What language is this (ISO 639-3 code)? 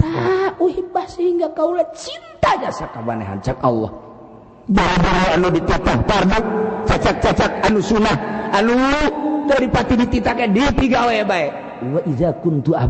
sun